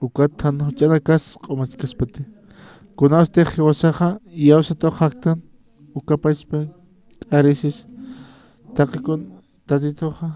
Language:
Aymara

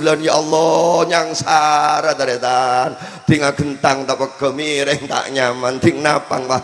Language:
Madurese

